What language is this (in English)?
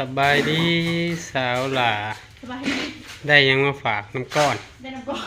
Northeastern Thai